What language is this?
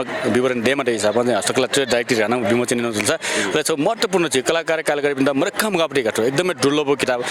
Newari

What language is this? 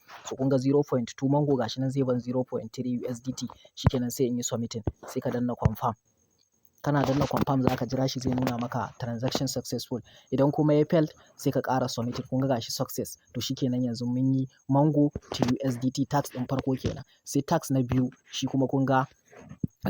Hausa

